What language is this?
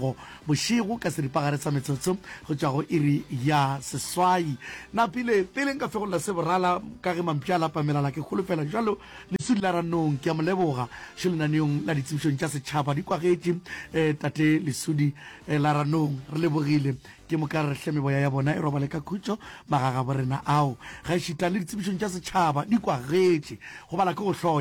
Northern Sotho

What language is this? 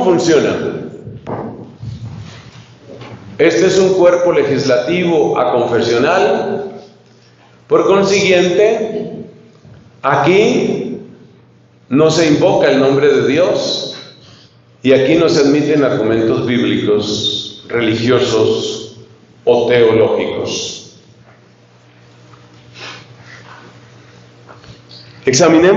Spanish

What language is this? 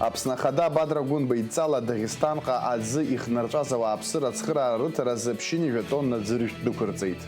Abkhazian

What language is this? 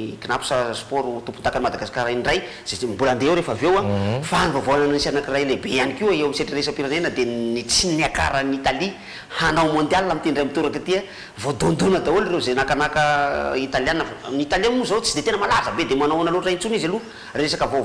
Malagasy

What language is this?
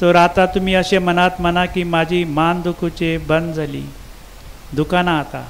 Konkani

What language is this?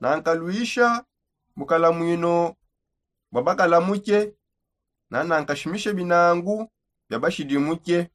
Songe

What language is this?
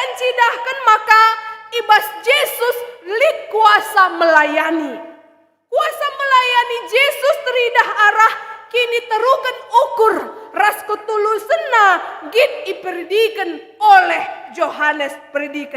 Batak Karo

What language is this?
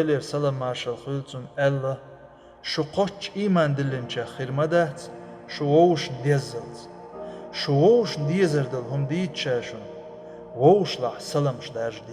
Chechen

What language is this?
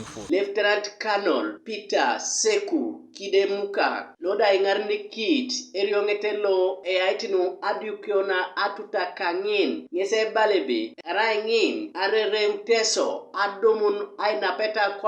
Teso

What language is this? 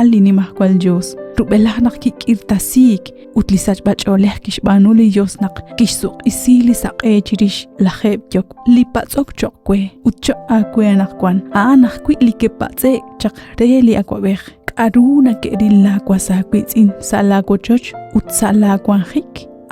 Kekchí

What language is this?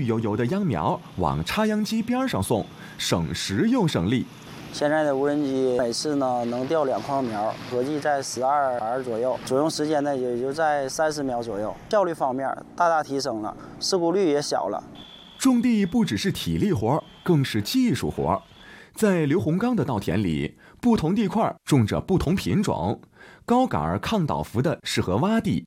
Chinese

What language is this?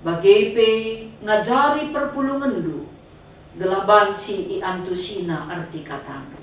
Batak Karo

